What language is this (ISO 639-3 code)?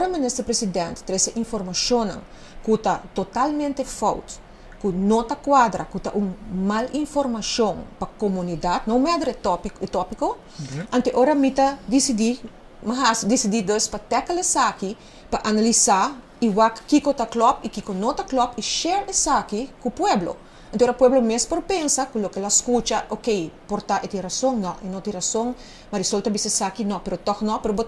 pap